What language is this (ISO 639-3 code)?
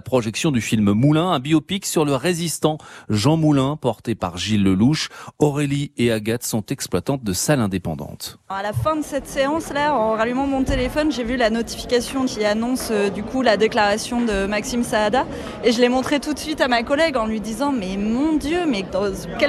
fra